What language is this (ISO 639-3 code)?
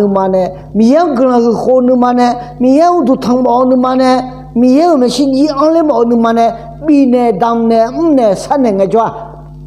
ahk